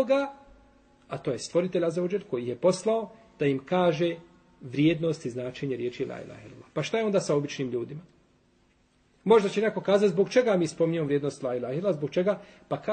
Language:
Bosnian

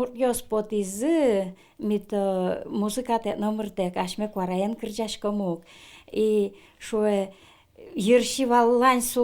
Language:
Udmurt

